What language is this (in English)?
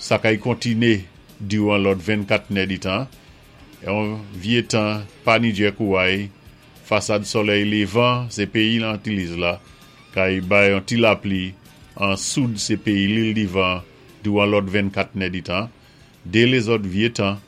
Saint Lucian Creole French